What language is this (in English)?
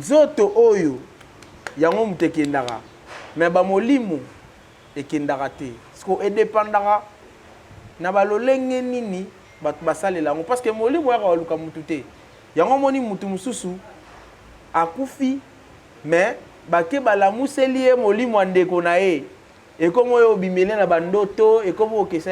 Lingala